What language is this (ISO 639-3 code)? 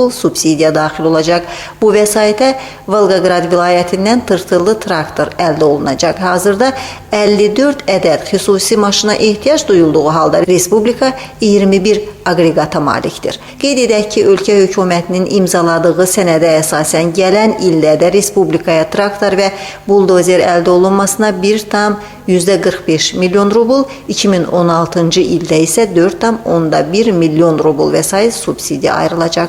aze